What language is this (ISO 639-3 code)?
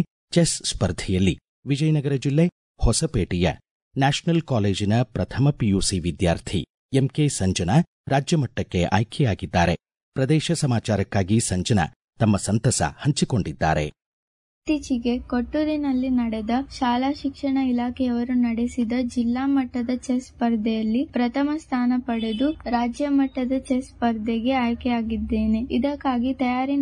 kan